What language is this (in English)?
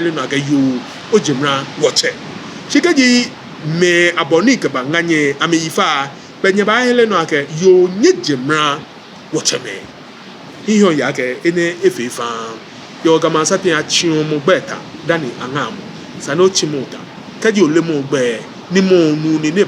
Ga